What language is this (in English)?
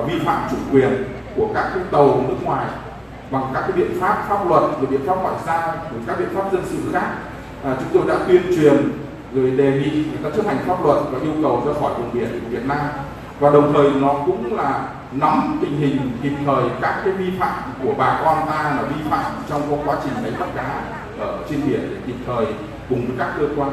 Vietnamese